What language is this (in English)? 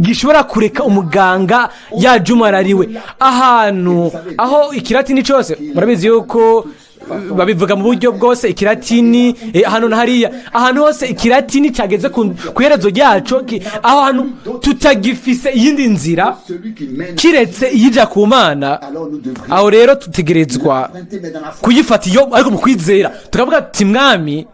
Rundi